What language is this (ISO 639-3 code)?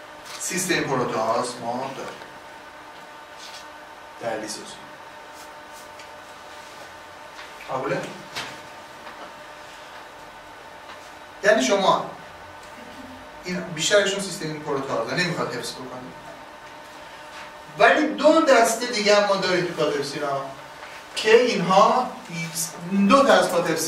fas